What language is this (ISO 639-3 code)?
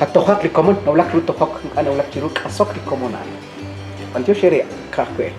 kek